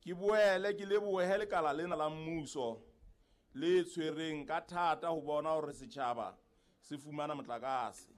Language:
Southern Sotho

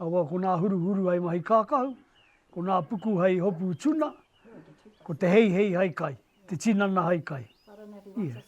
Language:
Māori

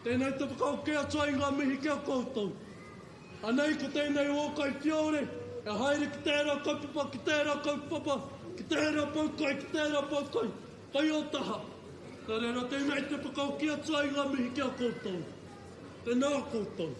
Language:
Māori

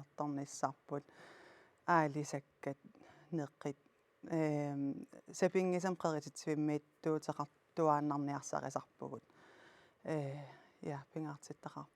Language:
Kalaallisut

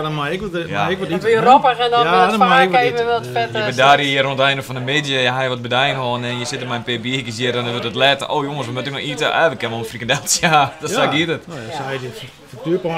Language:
Western Frisian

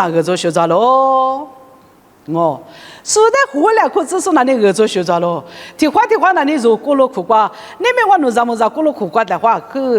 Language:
Lisu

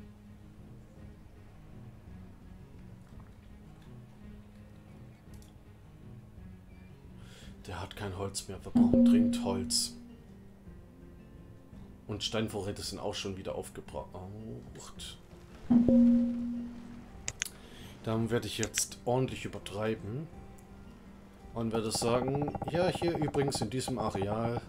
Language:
German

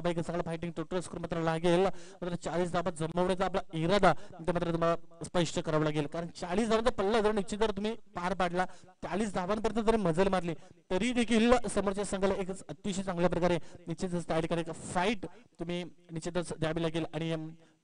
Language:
Marathi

